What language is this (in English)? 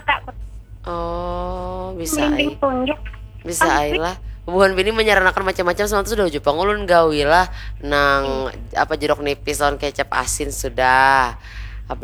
Banjar